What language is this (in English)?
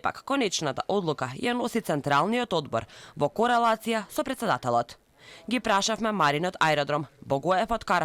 Macedonian